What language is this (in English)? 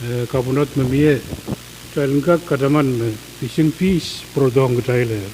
Pohnpeian